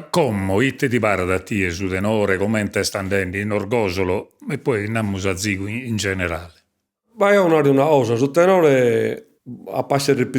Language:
Sardinian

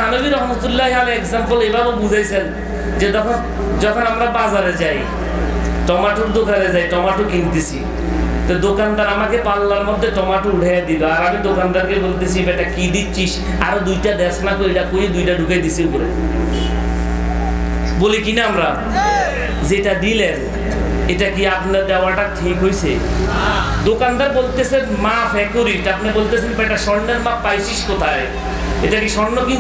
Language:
Bangla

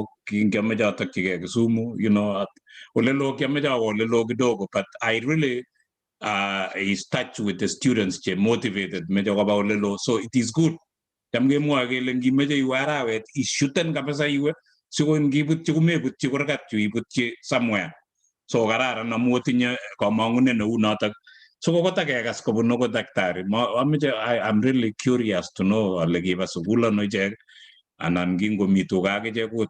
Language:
Kalenjin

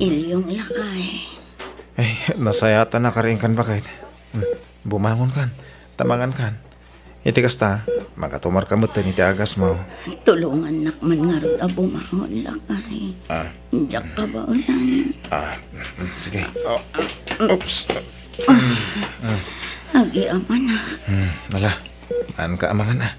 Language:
Iloko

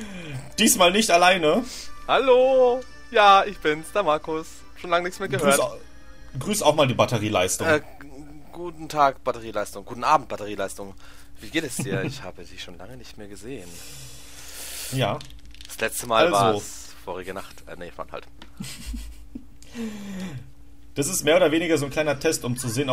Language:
German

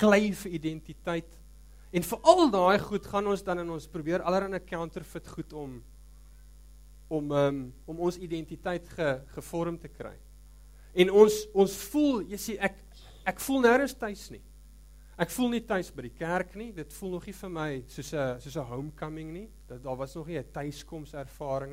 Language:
Afrikaans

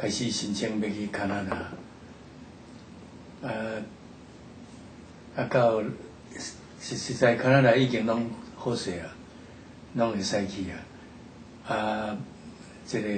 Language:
Min Nan Chinese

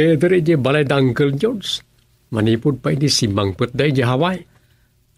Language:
Iloko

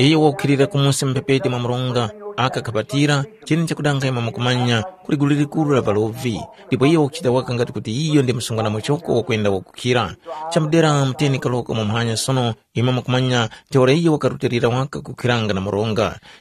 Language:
Tumbuka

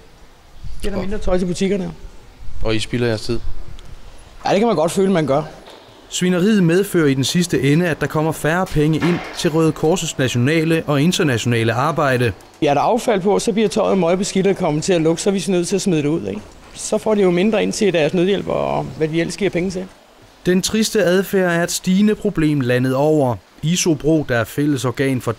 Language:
Danish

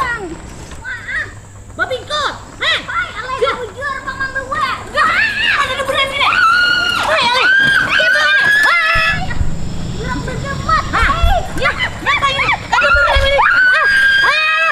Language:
Banjar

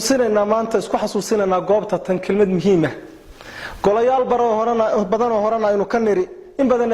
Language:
Somali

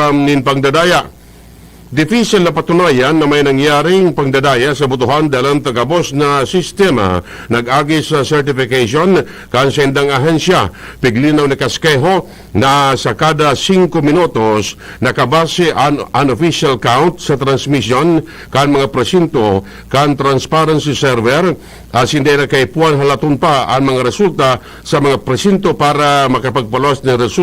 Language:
Bikol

